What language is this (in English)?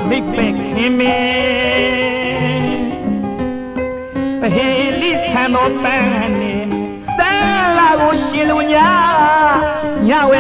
Burmese